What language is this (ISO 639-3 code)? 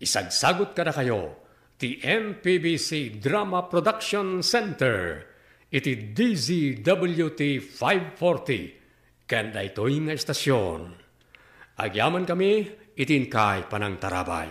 ilo